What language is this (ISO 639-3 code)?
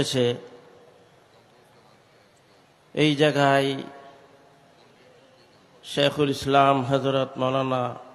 ben